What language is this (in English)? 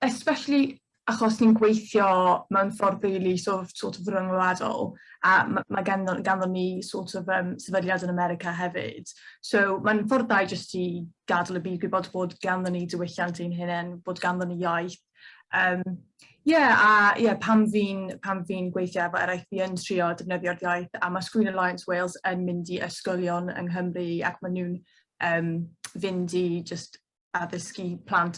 Welsh